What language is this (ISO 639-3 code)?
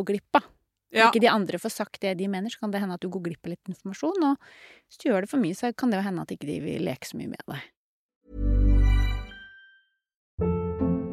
nor